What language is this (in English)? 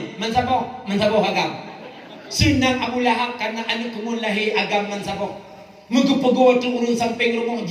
Achinese